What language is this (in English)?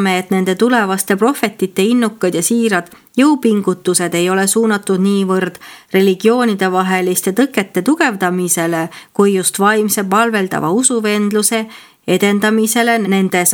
Estonian